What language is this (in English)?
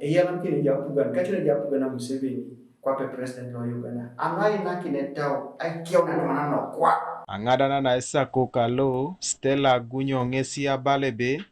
Teso